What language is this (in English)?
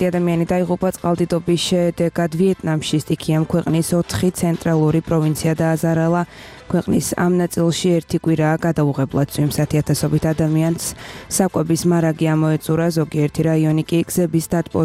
Georgian